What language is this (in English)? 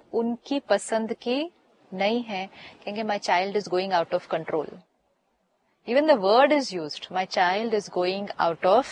Hindi